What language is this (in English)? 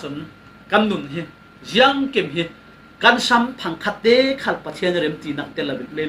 Falam Chin